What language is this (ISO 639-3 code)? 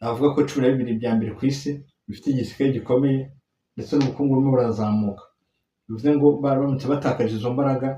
kin